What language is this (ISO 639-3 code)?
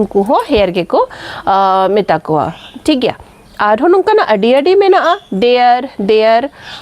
sat